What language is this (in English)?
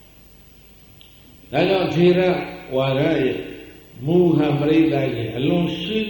Burmese